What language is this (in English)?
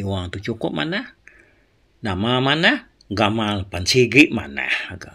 Iban